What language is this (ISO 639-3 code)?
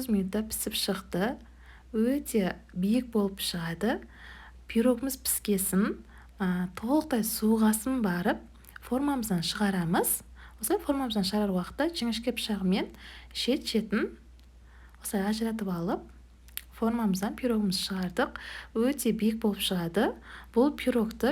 kaz